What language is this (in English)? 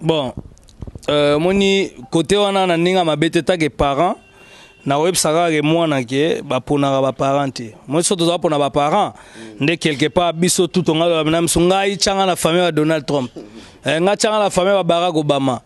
Lingala